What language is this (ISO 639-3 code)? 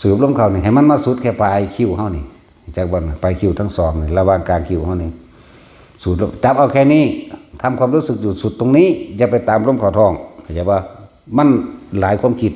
tts